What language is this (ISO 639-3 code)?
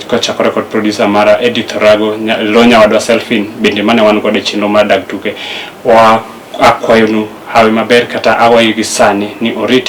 luo